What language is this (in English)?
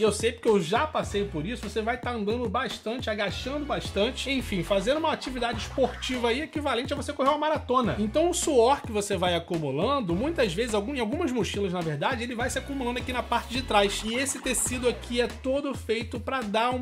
Portuguese